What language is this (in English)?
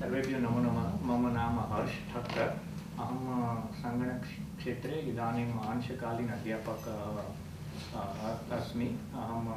Sanskrit